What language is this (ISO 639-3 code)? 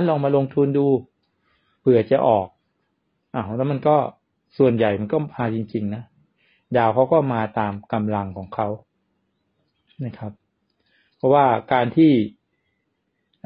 tha